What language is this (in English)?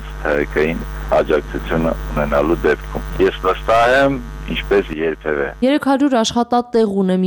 Armenian